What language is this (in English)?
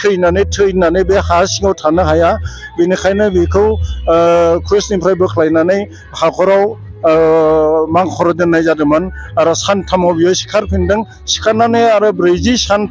Bodo